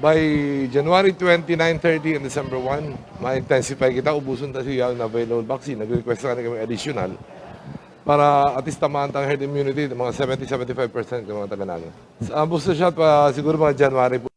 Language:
Bikol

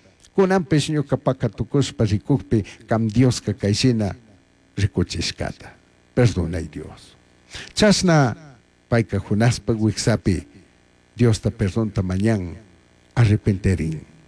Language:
Chimborazo Highland Quichua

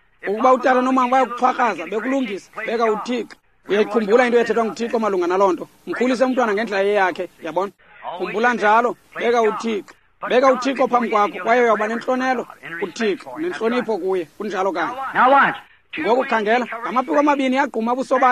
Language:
Xhosa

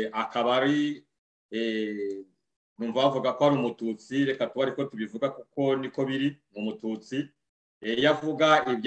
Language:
Kinyarwanda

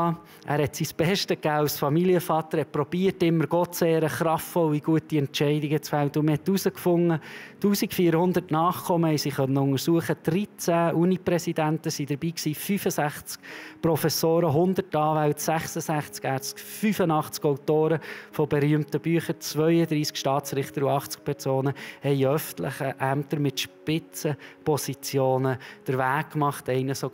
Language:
Swiss German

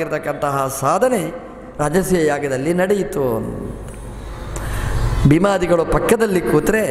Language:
Kannada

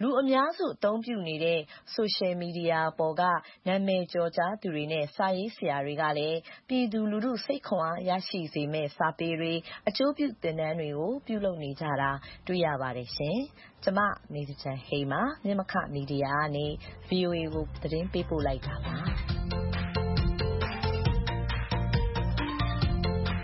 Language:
Burmese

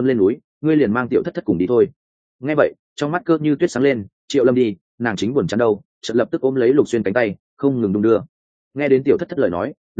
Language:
Vietnamese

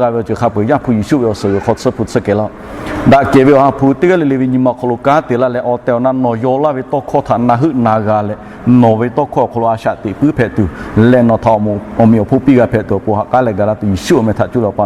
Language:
Lahu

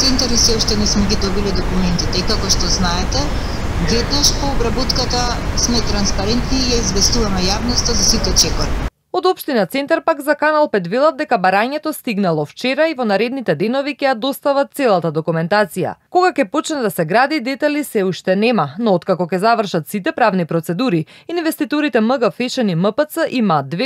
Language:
Macedonian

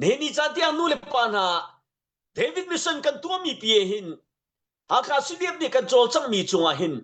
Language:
Hakha Chin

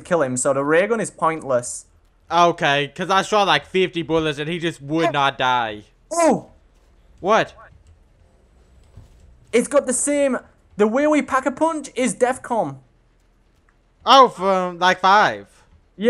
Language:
English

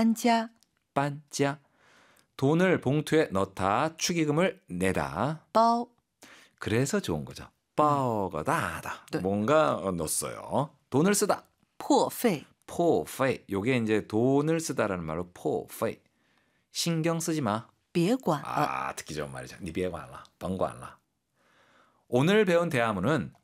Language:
Korean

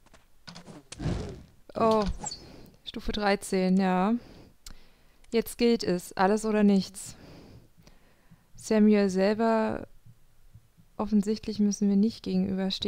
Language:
German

